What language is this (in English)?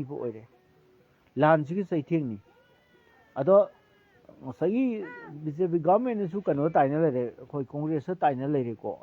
Manipuri